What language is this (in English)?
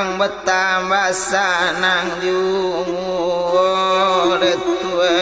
Minangkabau